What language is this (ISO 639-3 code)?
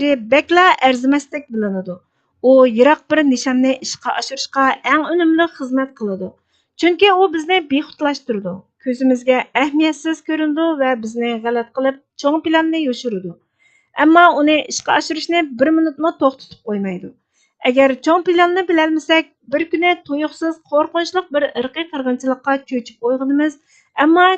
uig